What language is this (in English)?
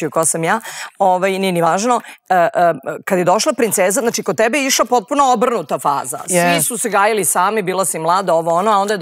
Serbian